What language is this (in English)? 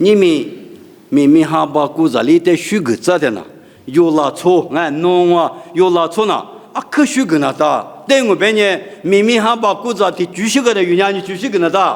Lisu